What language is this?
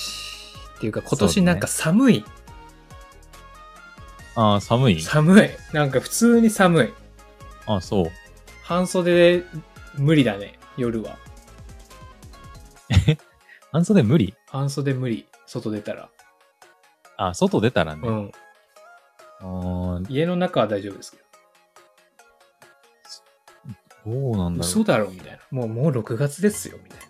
Japanese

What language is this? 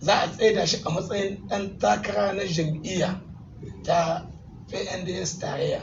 Hausa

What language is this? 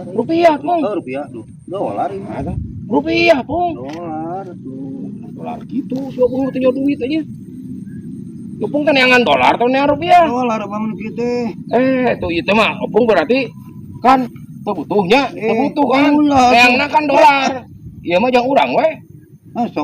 Sundanese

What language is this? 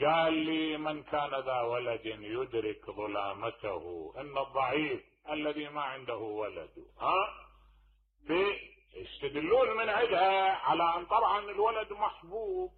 Mesopotamian Arabic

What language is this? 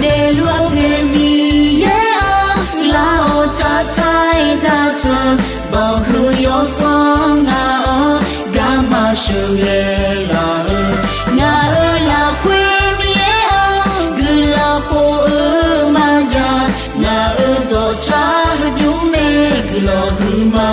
Akha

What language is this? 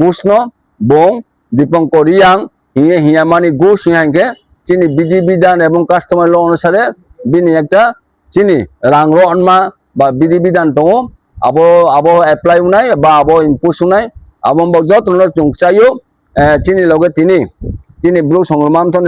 Riang (India)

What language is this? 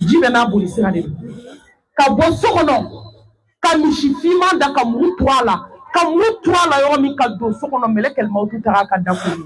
Bambara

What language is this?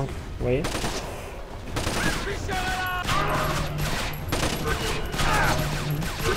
French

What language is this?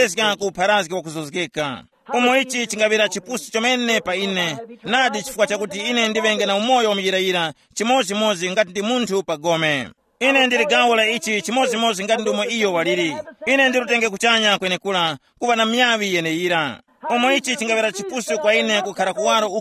Tumbuka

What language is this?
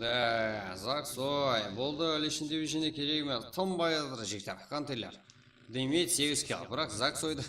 Kara-Kalpak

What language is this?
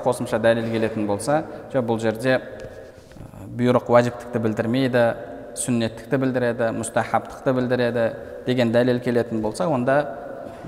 Kazakh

